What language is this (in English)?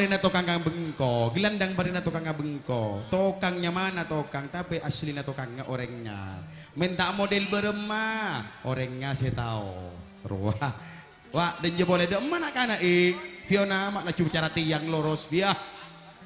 Madurese